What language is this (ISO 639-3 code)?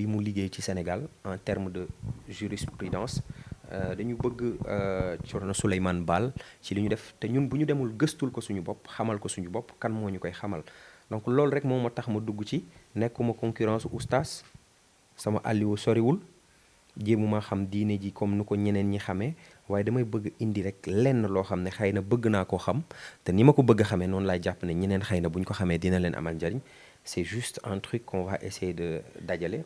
wol